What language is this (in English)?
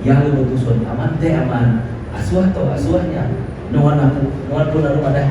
Iban